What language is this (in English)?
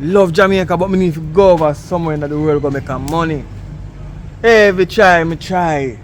Jamaican Creole English